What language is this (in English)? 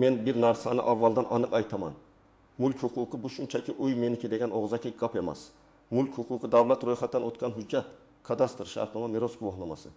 Uzbek